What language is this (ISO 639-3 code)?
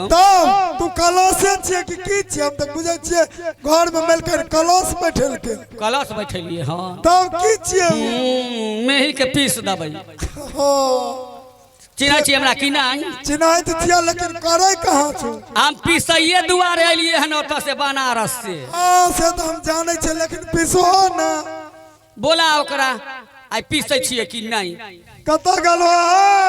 mai